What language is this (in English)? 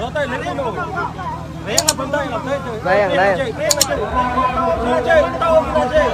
Mon